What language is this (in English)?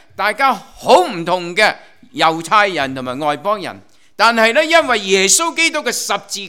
Cantonese